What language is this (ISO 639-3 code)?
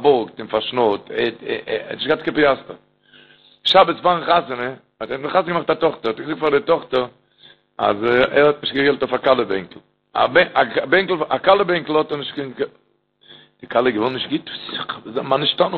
yid